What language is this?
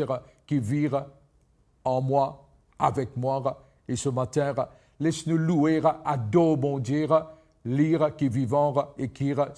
Morisyen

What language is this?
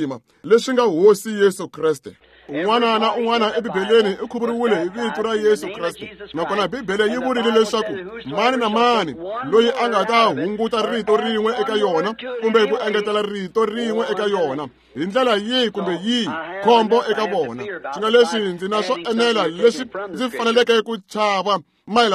Tsonga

